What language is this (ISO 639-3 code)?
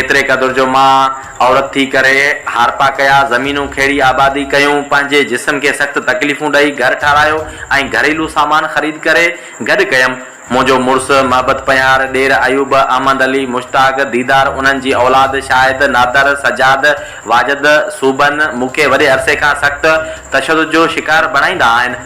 snd